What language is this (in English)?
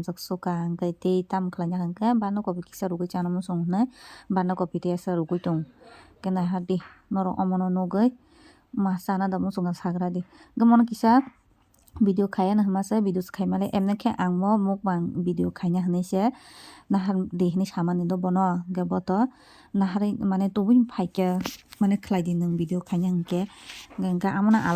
Kok Borok